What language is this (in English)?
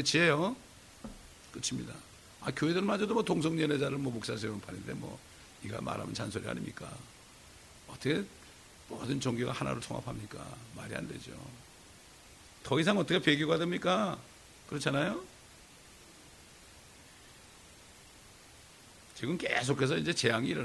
Korean